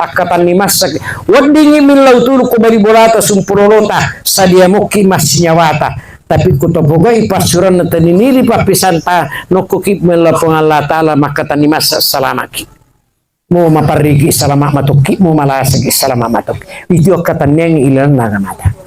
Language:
Buginese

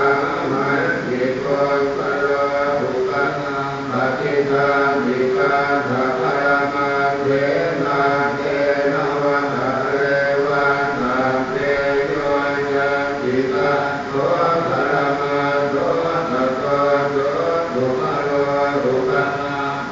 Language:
Pali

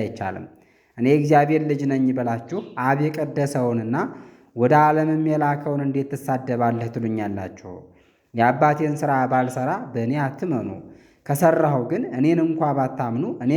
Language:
Amharic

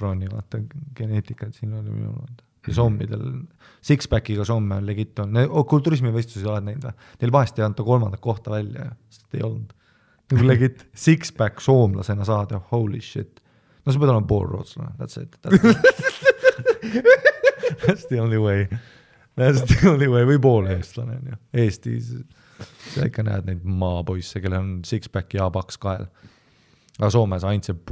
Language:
Estonian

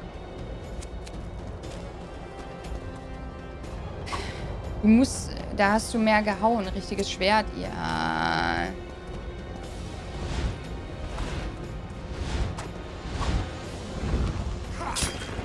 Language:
German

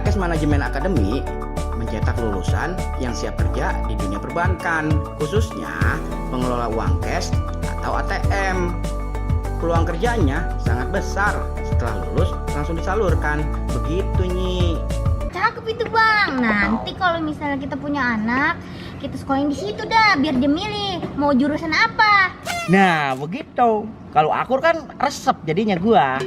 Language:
Betawi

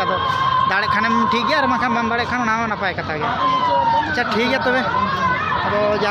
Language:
Santali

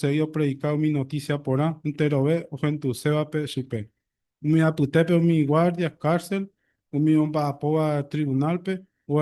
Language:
Guarani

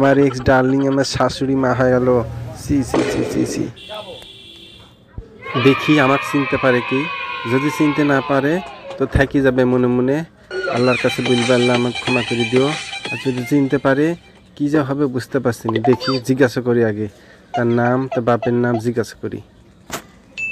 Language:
Bangla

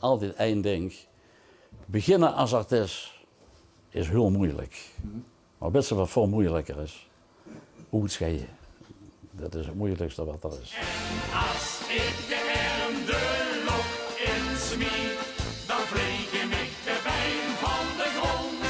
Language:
Limburgish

